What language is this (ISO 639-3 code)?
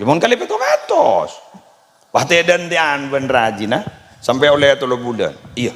mad